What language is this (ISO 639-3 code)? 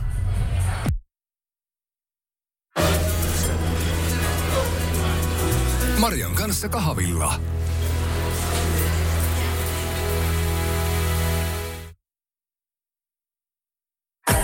fin